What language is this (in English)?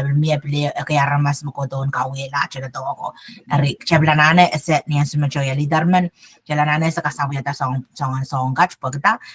Pohnpeian